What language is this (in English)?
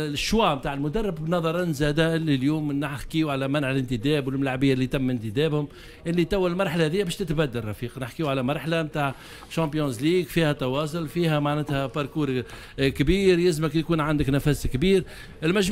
Tunisian Arabic